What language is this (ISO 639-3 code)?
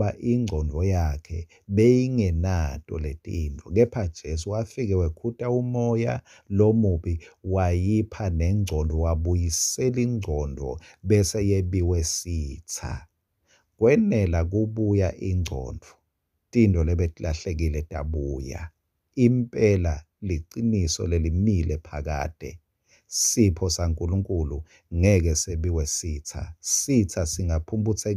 ssw